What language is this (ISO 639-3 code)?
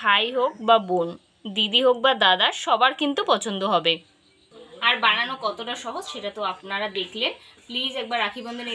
ben